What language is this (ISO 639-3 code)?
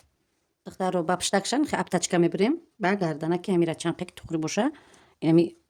tgk